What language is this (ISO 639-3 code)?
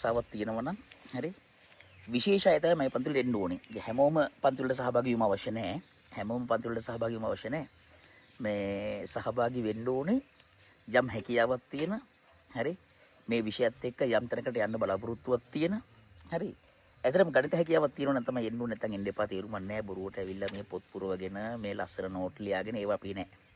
sin